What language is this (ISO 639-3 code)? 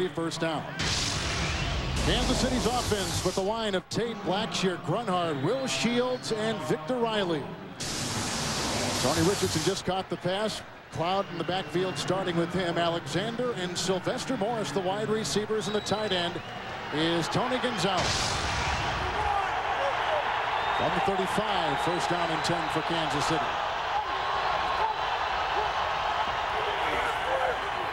eng